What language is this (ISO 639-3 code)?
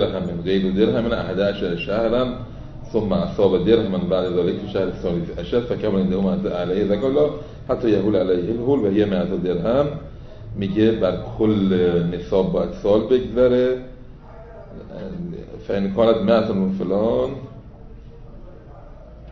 fas